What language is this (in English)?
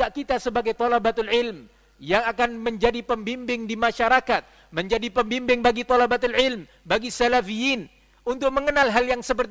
Indonesian